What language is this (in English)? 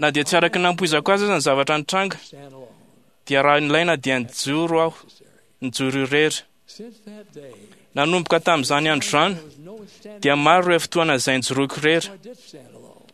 Malagasy